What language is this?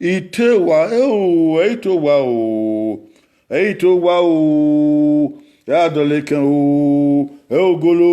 Bini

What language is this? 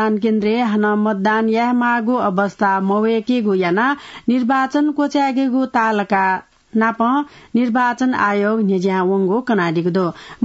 Newari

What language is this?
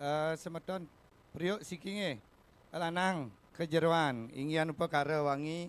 Balinese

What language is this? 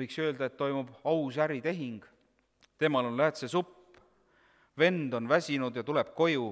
Estonian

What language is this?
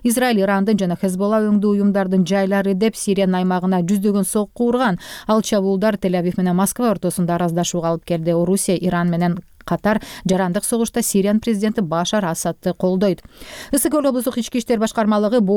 Kyrgyz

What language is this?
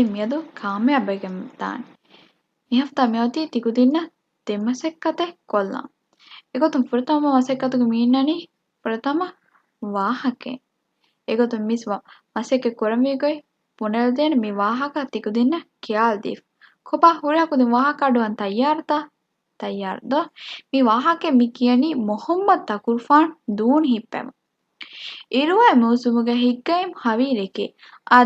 Divehi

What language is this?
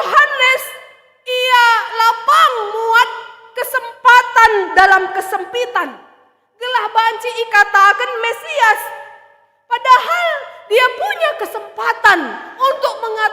Batak Karo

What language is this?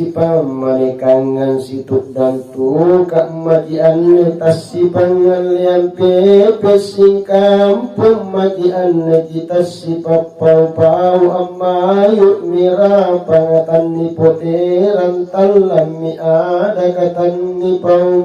Makasar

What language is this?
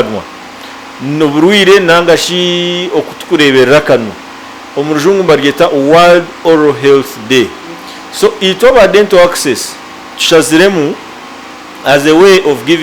Nyankole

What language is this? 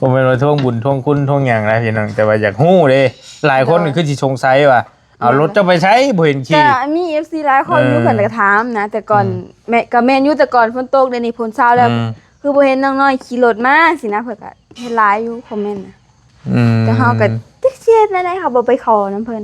Northeastern Thai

